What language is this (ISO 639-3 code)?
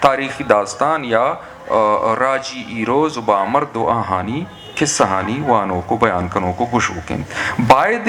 bgp